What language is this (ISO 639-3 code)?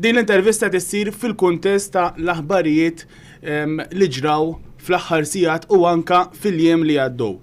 mlt